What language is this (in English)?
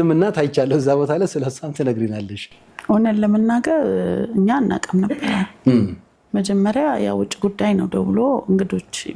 Amharic